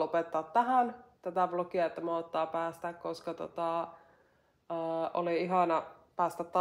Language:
Finnish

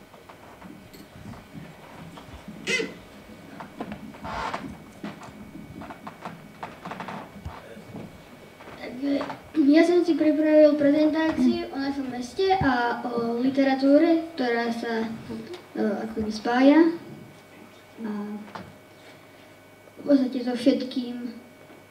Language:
Slovak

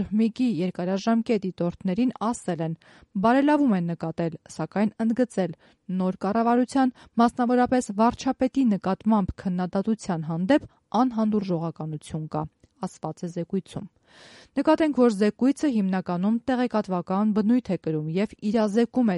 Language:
Armenian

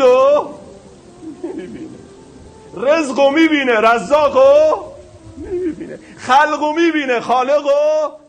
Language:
Persian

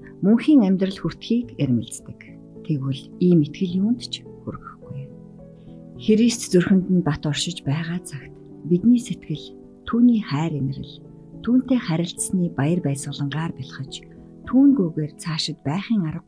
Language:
Mongolian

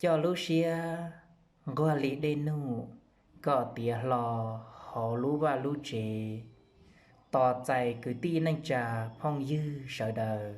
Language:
Hmong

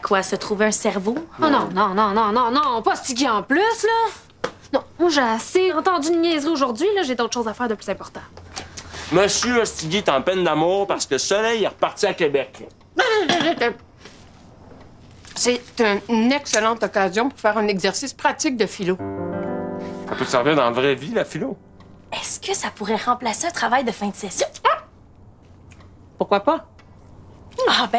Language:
French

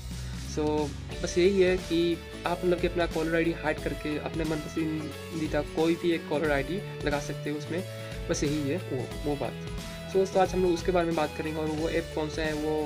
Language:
Hindi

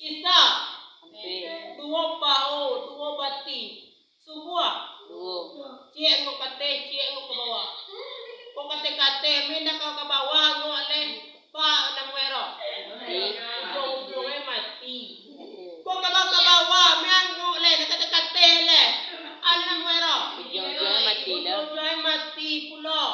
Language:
Minangkabau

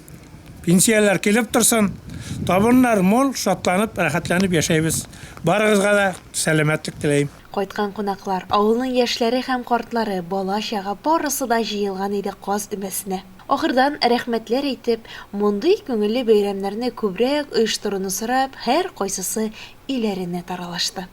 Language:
Tatar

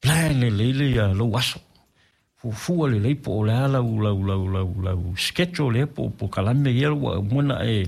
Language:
Samoan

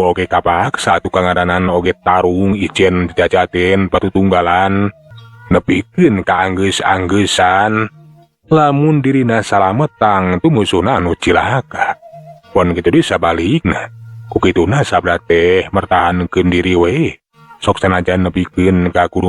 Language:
Sundanese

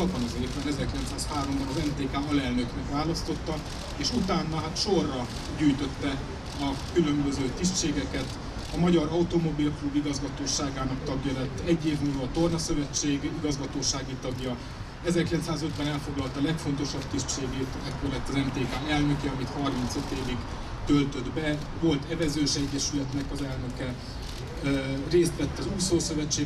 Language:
Hungarian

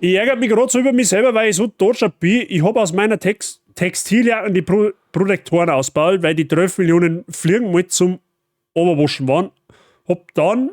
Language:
Bavarian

